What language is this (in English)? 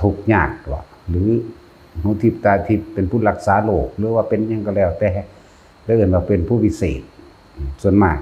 Northeastern Thai